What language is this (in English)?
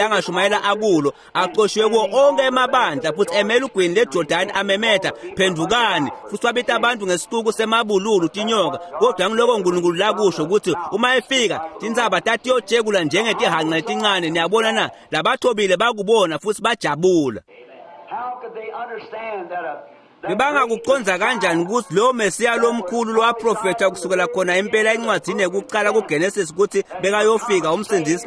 Swati